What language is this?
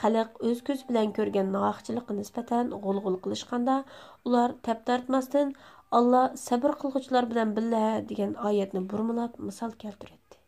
Uyghur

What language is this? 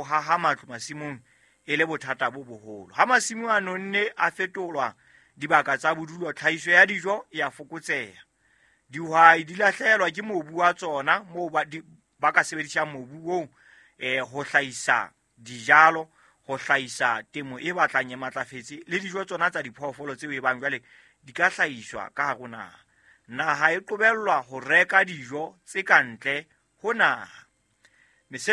Southern Sotho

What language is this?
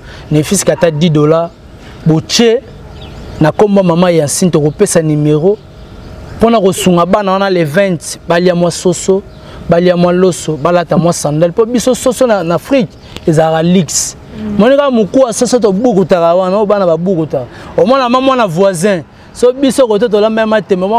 Lingala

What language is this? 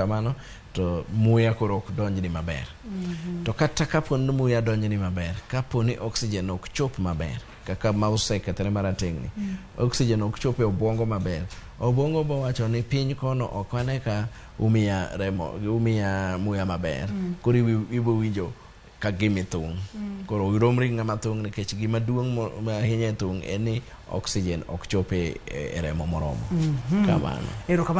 Luo (Kenya and Tanzania)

